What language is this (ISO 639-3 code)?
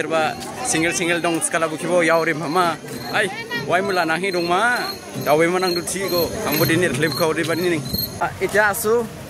dis